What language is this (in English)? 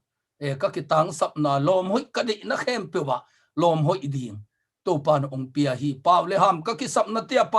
Tedim Chin